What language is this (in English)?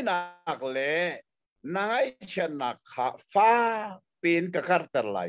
Hakha Chin